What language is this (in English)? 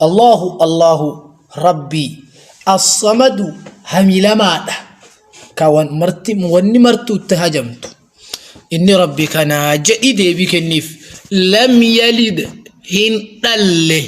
Oromo